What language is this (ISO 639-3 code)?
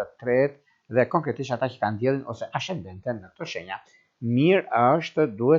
sqi